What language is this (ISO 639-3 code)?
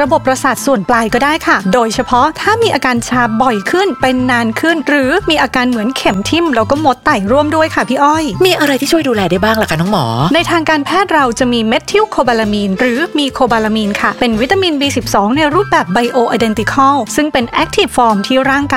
tha